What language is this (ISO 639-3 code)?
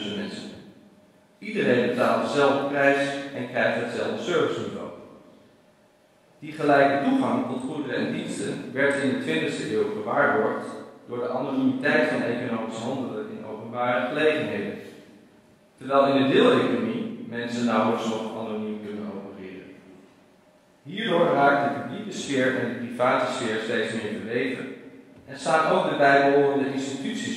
nld